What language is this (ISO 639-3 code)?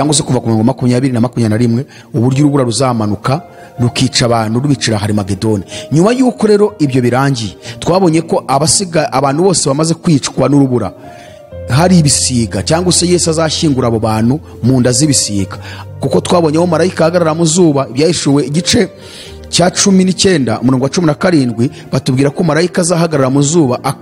kin